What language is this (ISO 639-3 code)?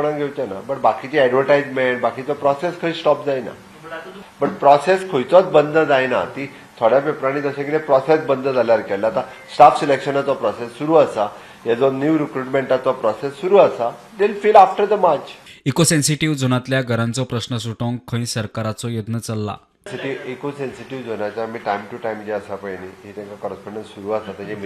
kok